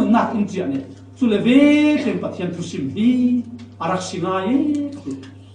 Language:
Falam Chin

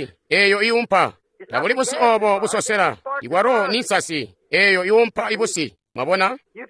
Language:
Tonga (Zambia)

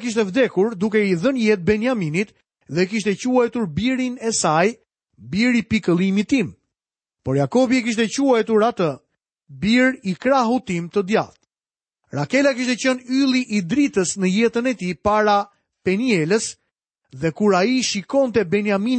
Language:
Albanian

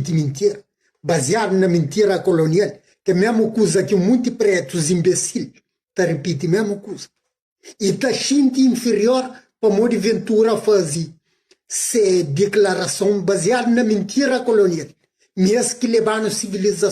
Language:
Kabuverdianu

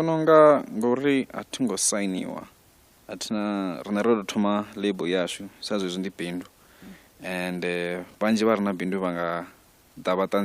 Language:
Venda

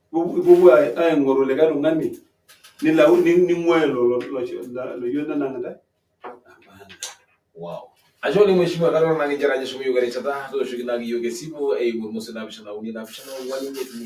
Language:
Masai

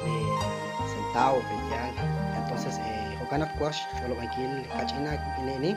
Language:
Kekchí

